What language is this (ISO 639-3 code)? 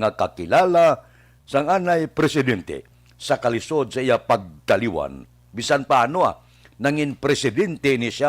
hil